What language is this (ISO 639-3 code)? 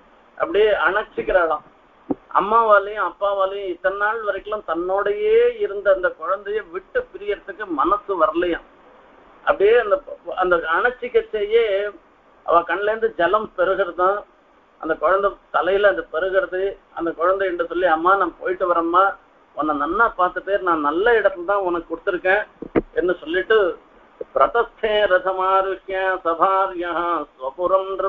tam